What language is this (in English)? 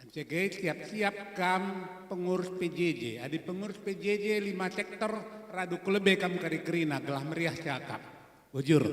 Batak Karo